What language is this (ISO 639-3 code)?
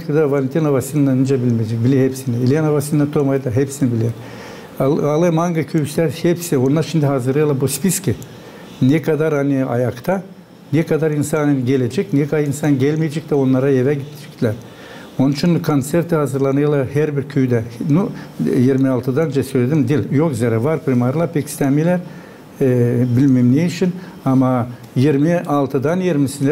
gag